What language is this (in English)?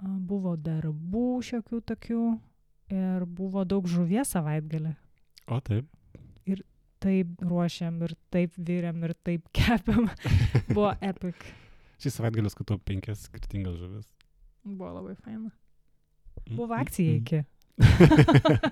Lithuanian